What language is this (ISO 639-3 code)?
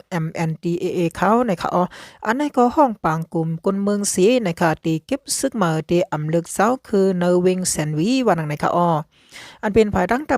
shn